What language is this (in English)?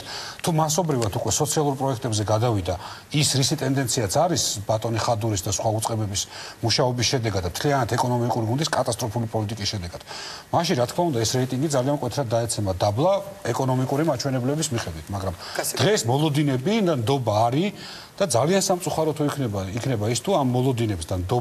Georgian